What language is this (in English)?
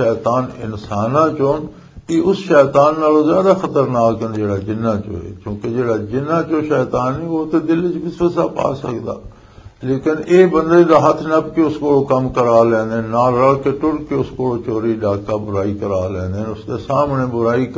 Western Panjabi